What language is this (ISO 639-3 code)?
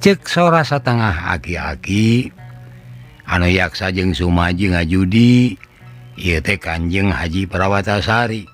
sun